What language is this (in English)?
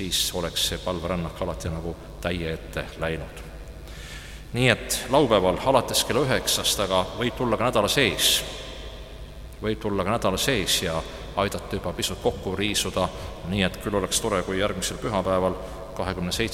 Estonian